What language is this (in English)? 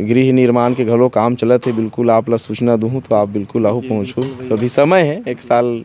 Chhattisgarhi